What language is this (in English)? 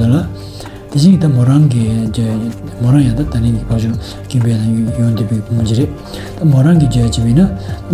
Tibetan